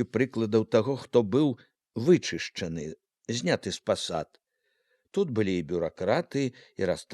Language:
Belarusian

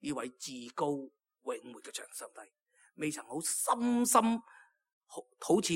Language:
Cantonese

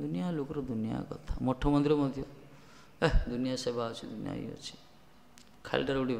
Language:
Odia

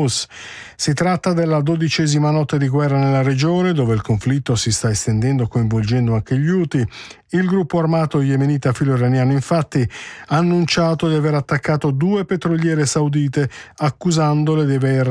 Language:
Italian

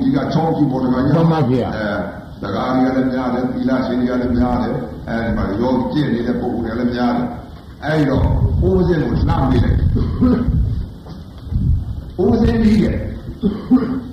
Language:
Burmese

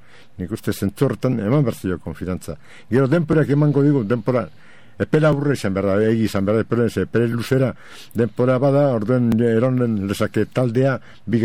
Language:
Basque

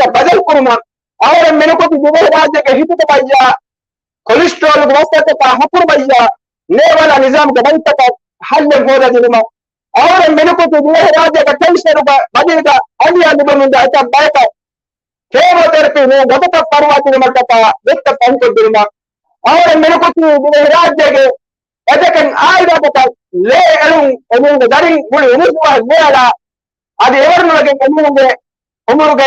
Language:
Divehi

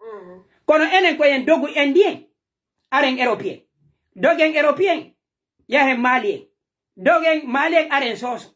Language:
Pular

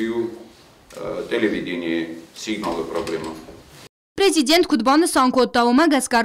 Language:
Ossetic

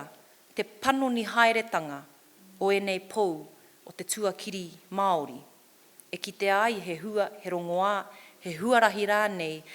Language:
Māori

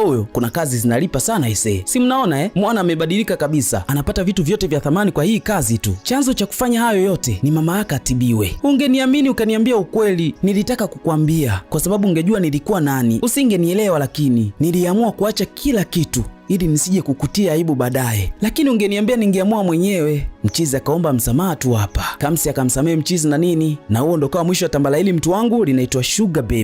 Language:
Swahili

